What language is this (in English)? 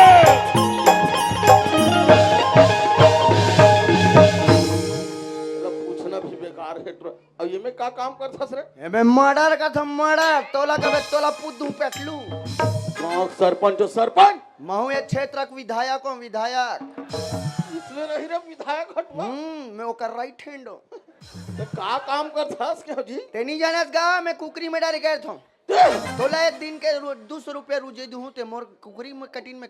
Chhattisgarhi